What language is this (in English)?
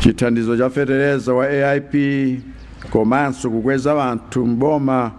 Nyanja